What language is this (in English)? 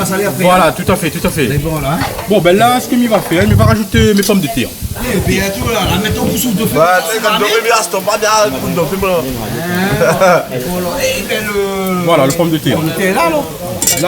Réunion Creole French